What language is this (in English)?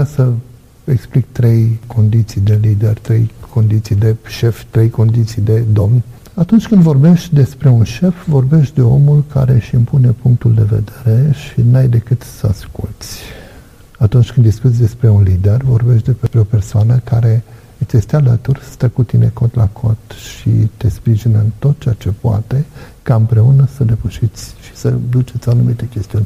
Romanian